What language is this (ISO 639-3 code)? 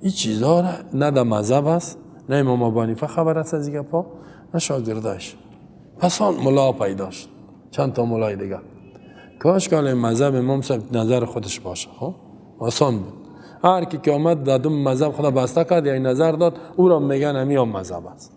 fas